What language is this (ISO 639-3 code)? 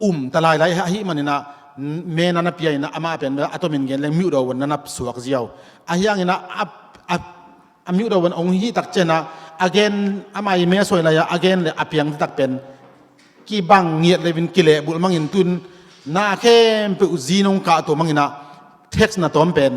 ctd